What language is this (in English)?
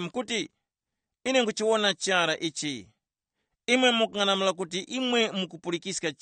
Tumbuka